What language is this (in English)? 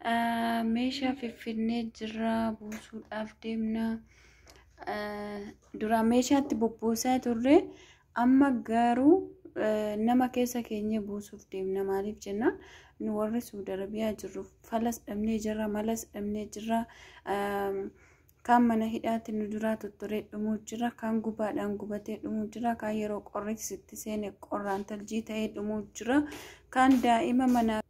Oromo